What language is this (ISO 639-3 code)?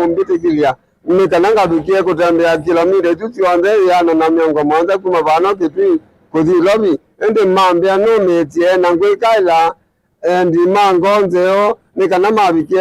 kam